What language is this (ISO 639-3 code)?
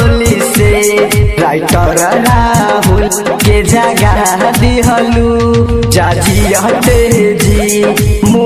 bho